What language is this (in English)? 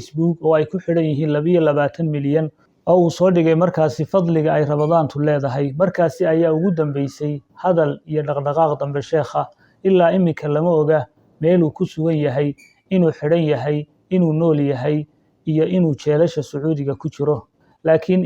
Somali